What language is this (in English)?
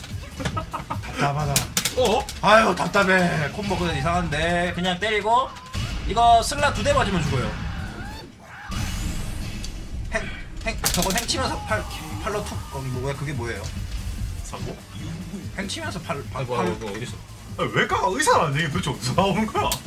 Korean